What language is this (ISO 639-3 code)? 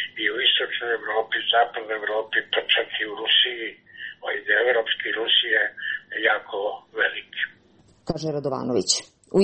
srp